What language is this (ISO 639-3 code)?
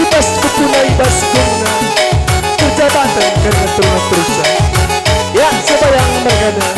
btx